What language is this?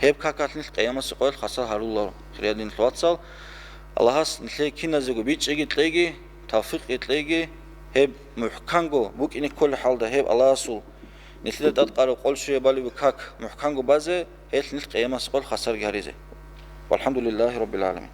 Avaric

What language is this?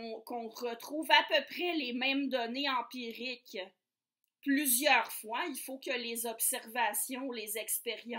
French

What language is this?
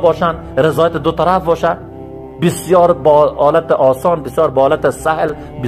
Persian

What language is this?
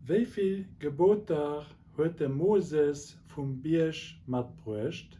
Luxembourgish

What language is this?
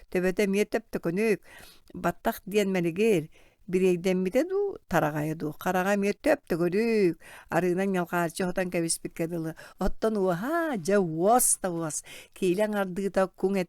Yakut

